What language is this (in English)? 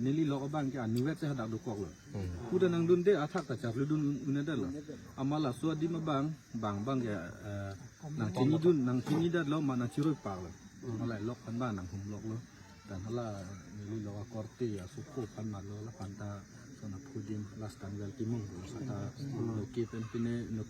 Karbi